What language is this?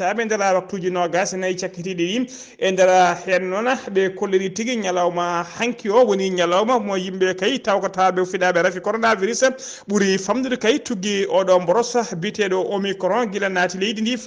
Fula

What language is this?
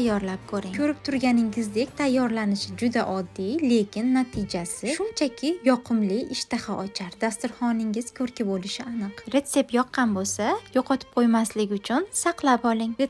Uzbek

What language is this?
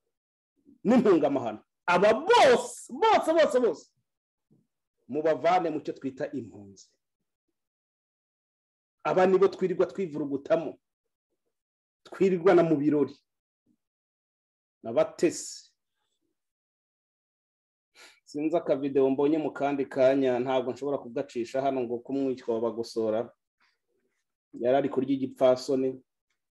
Kinyarwanda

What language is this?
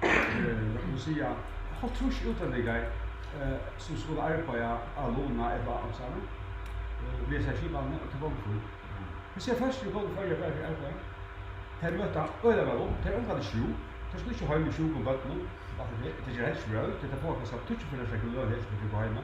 Faroese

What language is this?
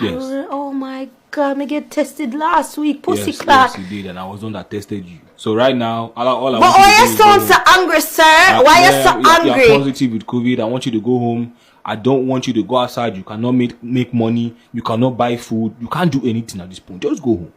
Jamaican Creole English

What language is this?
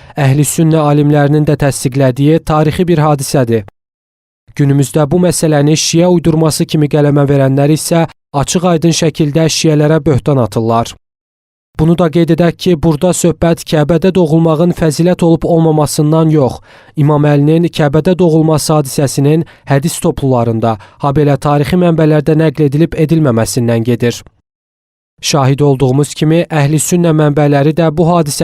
Azerbaijani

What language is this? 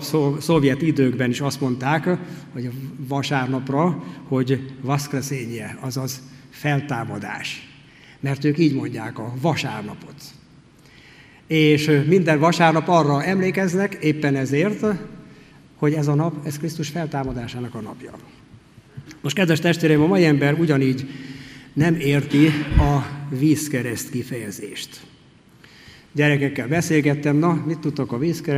Hungarian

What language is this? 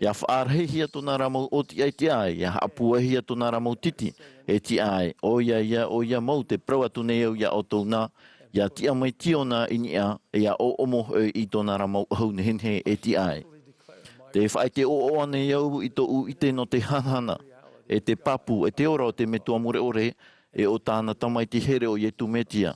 Tahitian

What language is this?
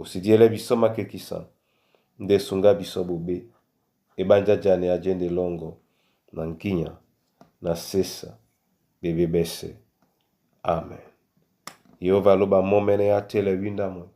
Duala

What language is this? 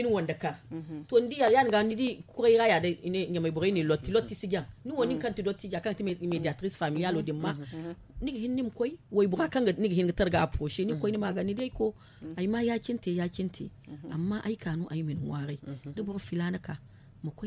Zarma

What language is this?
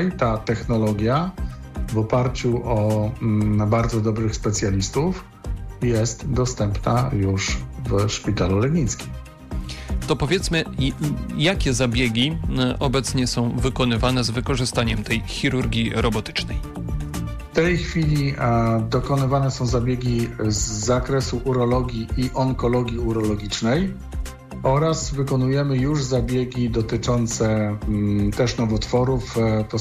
Polish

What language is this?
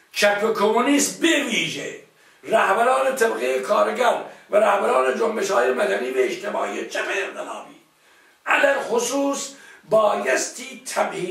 Persian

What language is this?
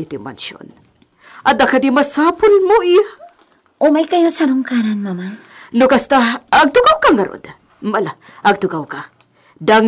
Iloko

